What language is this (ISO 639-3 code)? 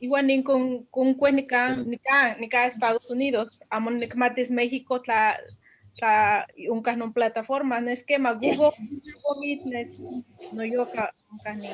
nhe